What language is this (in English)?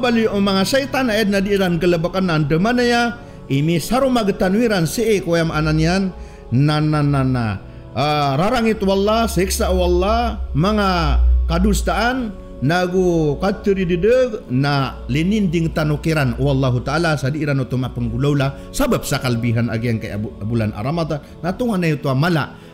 Maranao